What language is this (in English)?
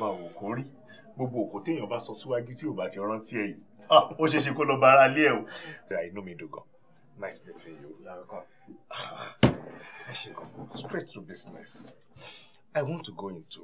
Yoruba